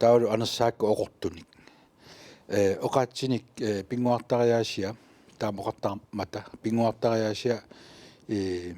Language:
Kalaallisut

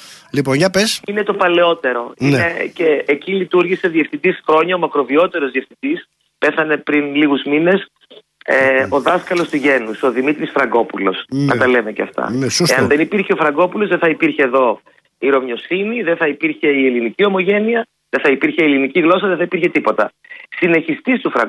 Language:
Greek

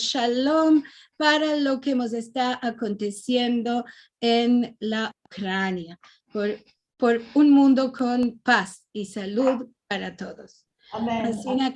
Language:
Ladino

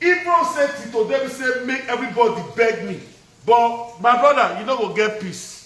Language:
Nigerian Pidgin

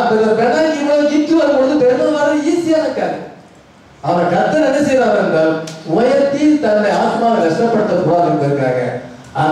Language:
Tamil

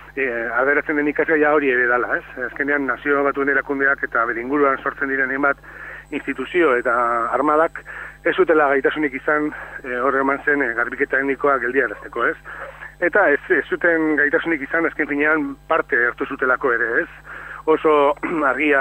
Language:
Basque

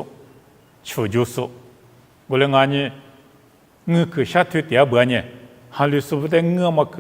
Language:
Lisu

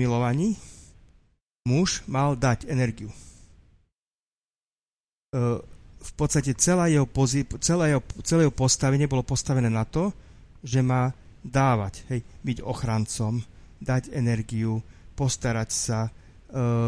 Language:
Slovak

